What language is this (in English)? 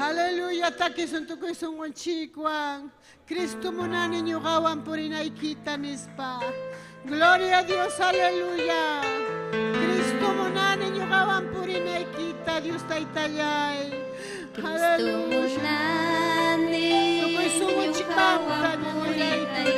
Ayacucho Quechua